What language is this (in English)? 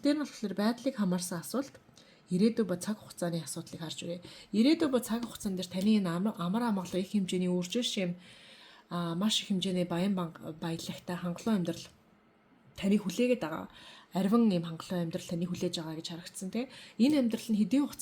Mongolian